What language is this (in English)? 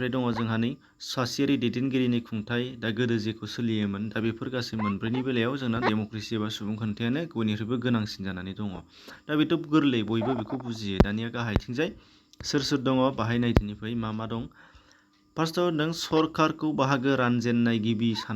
Bodo